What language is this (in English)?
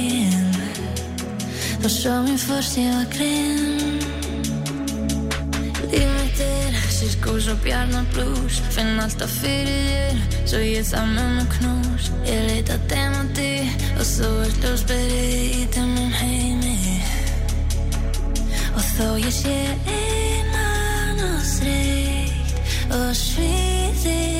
Icelandic